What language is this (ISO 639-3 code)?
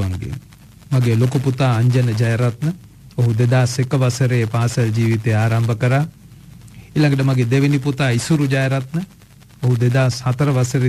sin